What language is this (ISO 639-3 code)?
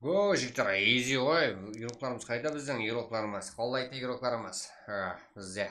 kaa